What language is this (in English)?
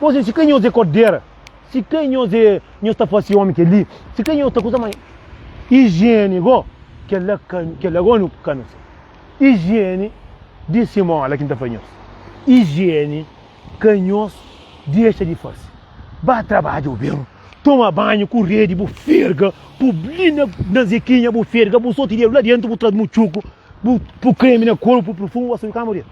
Kabuverdianu